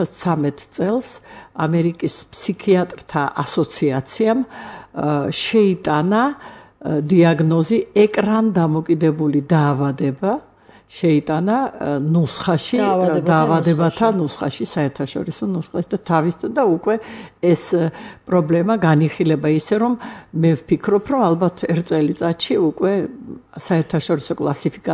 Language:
Georgian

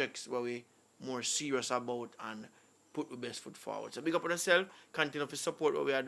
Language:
Jamaican Creole English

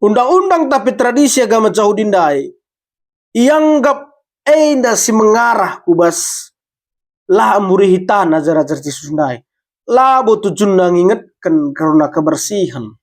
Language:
Batak Karo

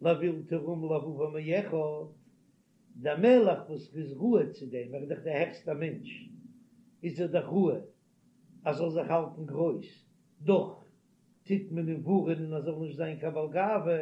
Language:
Yiddish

